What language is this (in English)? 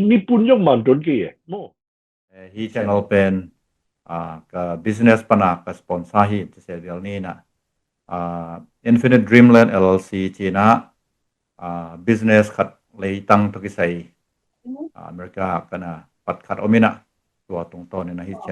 Tedim Chin